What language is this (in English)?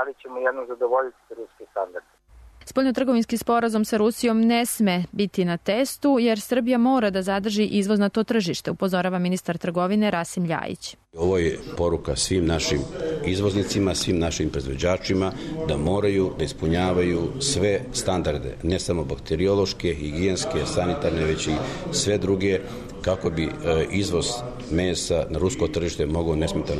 Serbian